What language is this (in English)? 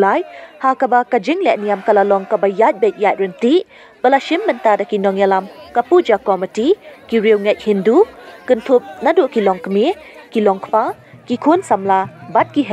Khasi